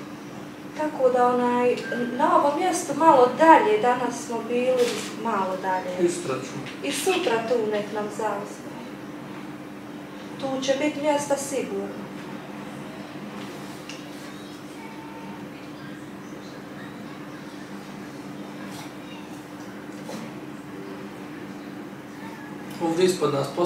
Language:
Croatian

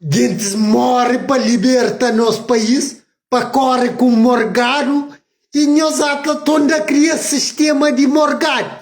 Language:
Kabuverdianu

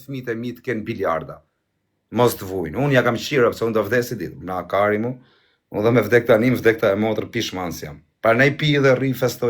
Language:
Albanian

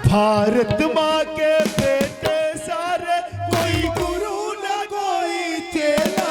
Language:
Chhattisgarhi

